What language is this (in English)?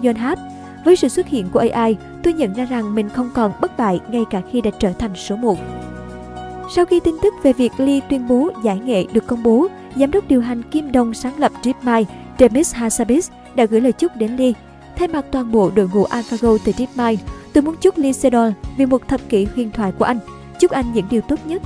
Vietnamese